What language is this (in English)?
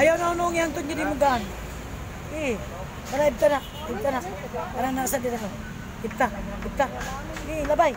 Cebuano